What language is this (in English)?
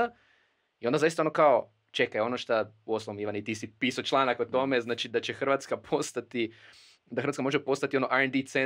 Croatian